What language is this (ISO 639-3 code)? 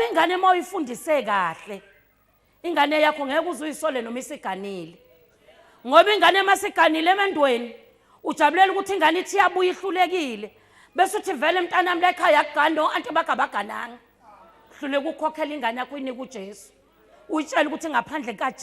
zul